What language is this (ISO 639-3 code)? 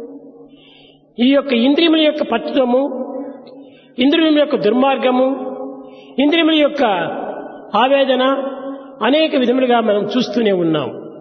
tel